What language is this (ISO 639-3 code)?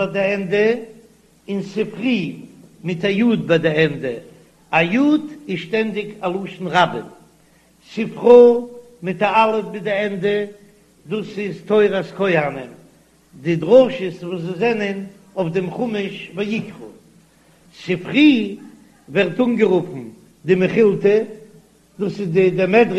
yid